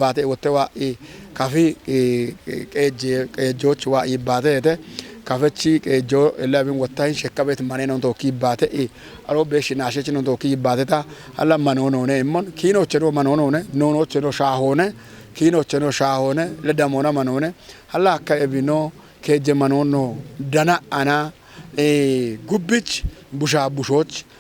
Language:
Kafa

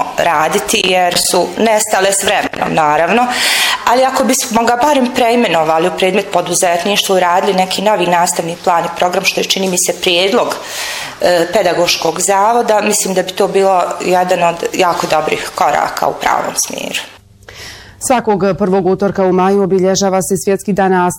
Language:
Bosnian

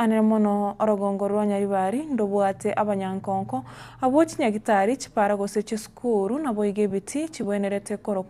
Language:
Gusii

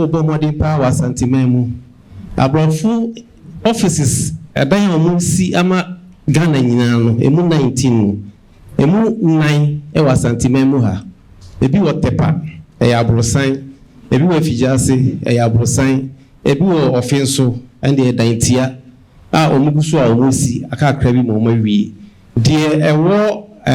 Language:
Akan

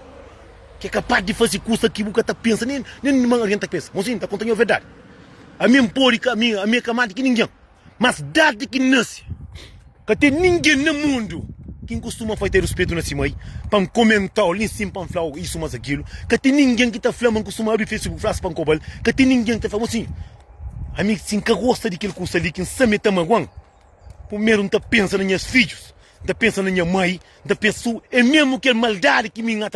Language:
Kabuverdianu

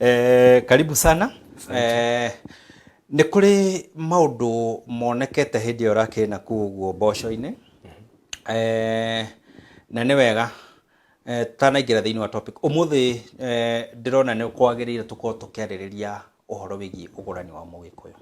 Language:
Kikuyu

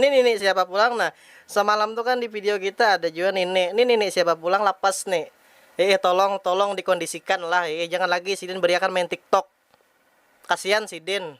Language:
Banjar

